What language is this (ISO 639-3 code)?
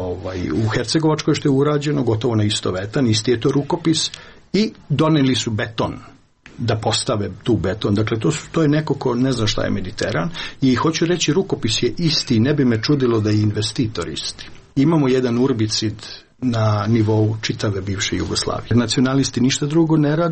srp